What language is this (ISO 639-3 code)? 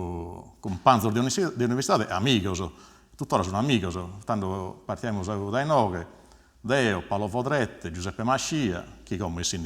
srd